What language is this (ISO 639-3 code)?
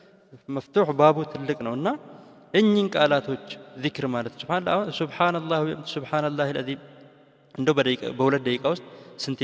amh